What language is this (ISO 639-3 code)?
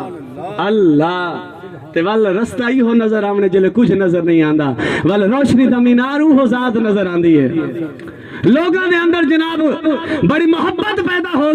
skr